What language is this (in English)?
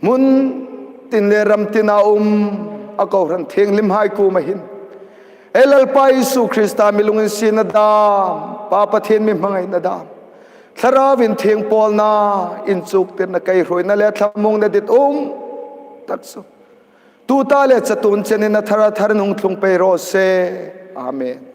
Hmar